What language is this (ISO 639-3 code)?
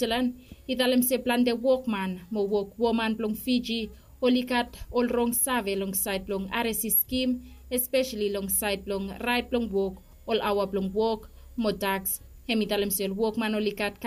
bis